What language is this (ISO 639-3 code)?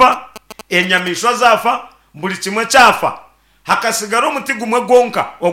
nyn